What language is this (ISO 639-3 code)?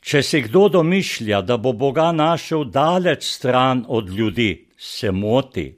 slv